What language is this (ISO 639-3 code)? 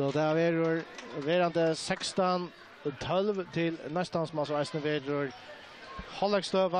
fao